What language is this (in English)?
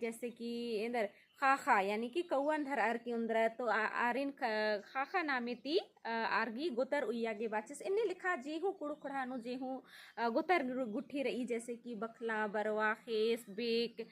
Kurukh